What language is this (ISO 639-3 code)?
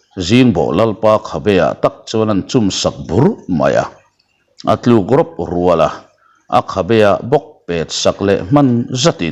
lus